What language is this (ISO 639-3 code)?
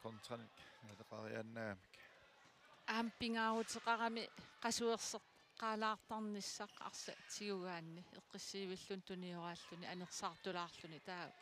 kal